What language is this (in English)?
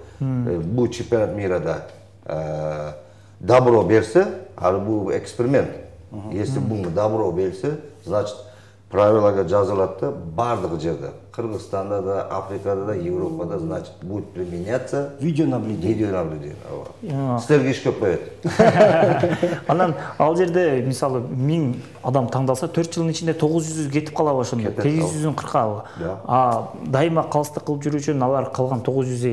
Kyrgyz